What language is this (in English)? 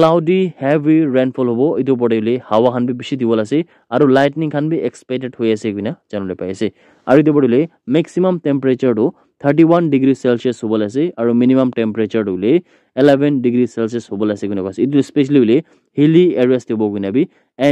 Naga Pidgin